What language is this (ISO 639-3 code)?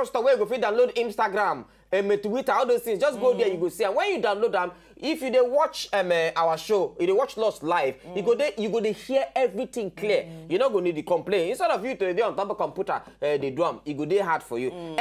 pcm